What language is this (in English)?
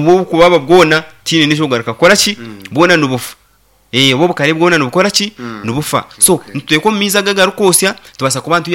Nyankole